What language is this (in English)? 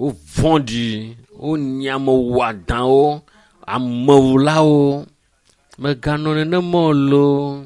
Ewe